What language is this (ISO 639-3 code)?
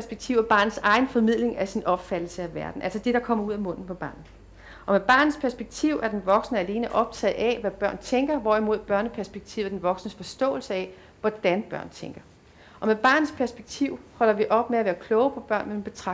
dan